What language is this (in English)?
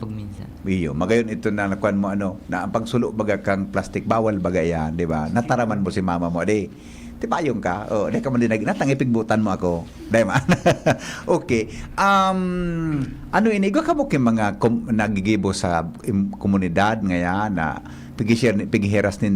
Bikol